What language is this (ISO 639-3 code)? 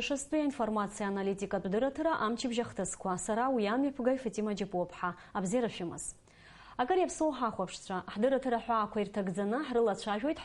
abk